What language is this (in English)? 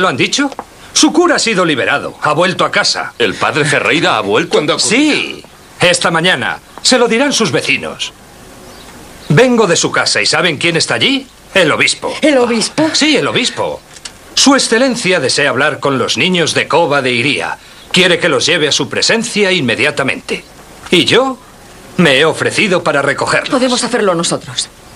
Spanish